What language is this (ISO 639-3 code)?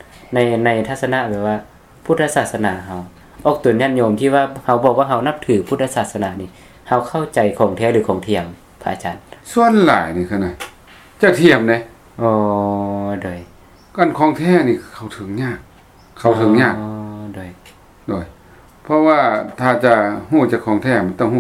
lao